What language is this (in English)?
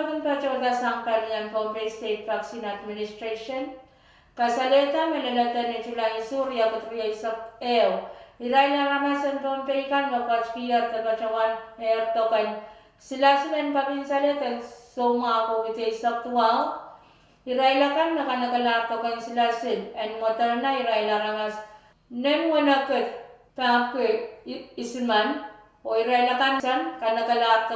Pohnpeian